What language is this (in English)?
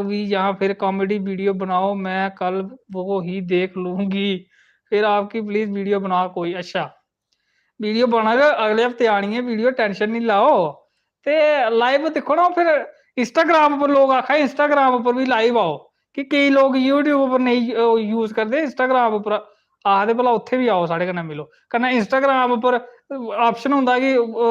Dogri